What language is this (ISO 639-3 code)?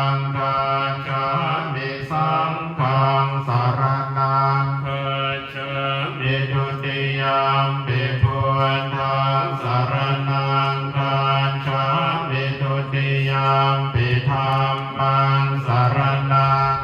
pli